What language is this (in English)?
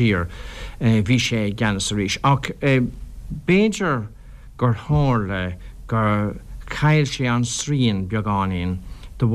Irish